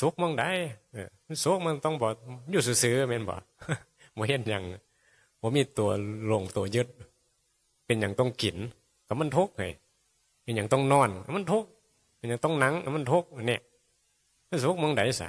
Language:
Northeastern Thai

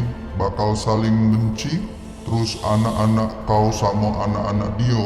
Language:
Musi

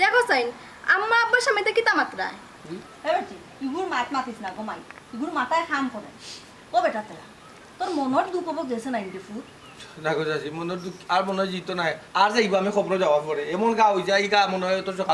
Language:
Sylheti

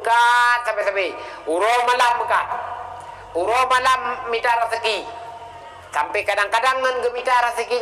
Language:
Achinese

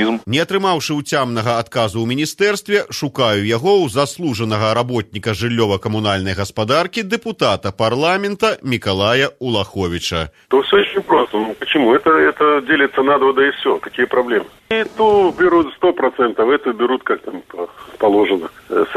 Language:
Belarusian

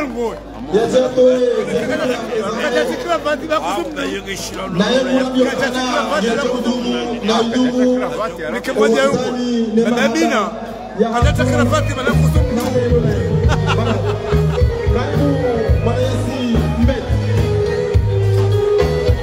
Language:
Swahili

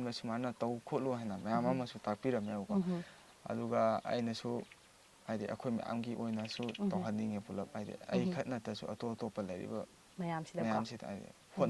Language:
Manipuri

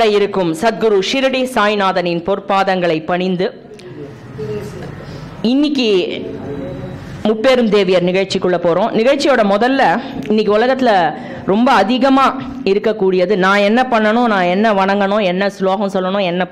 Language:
Tamil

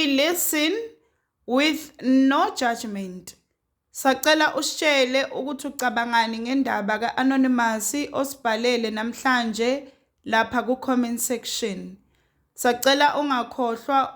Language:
Zulu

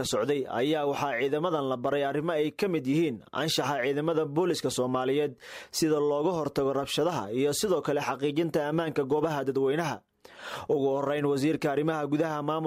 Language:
Somali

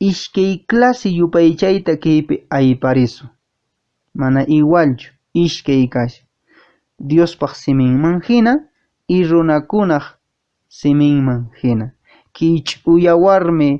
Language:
Quechua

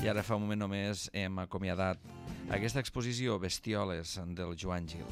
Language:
Catalan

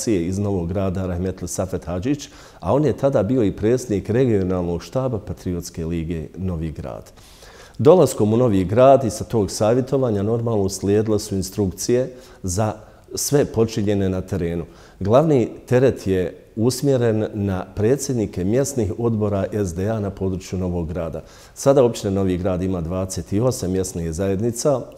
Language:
Bosnian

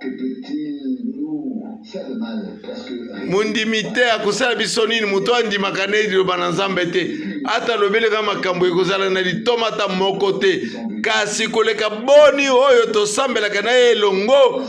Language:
Lingala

